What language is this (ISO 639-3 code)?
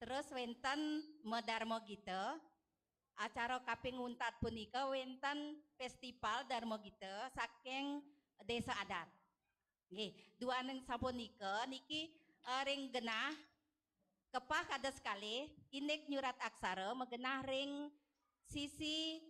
ban